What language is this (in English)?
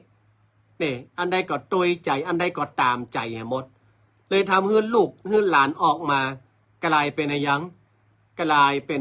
Northern Thai